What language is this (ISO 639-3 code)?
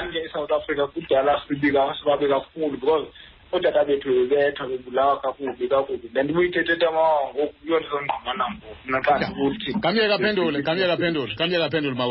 xho